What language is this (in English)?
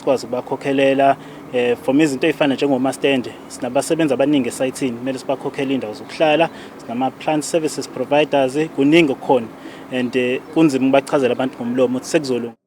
Zulu